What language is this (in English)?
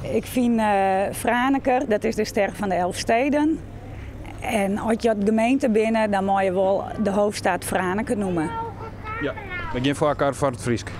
Western Frisian